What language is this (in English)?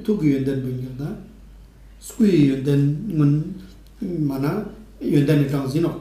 Ladakhi